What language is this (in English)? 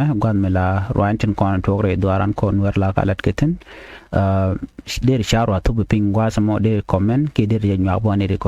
Nuer